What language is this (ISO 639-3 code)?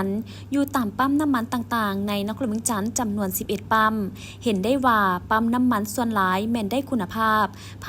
lao